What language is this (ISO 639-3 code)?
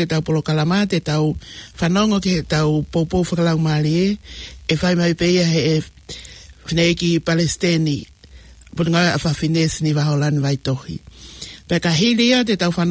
ton